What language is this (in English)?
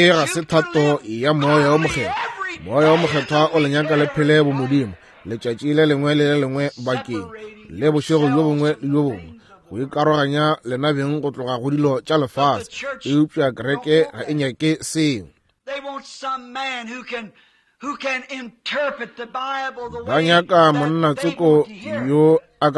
Northern Sotho